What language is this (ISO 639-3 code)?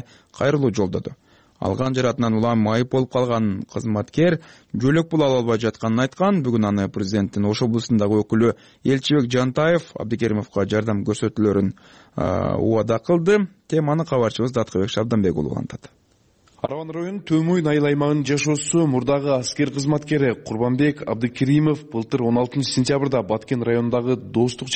kir